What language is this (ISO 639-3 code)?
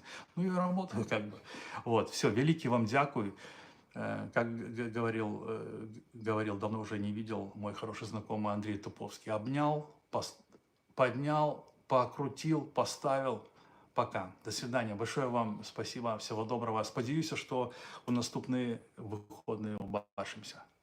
bel